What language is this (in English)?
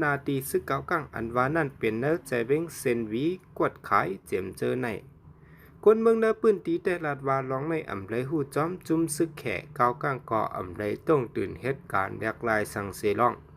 Shan